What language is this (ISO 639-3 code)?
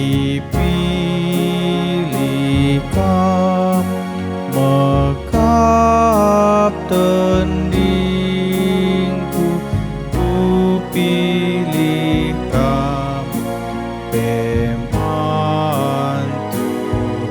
btx